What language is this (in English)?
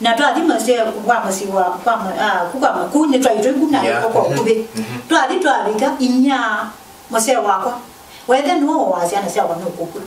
Kamba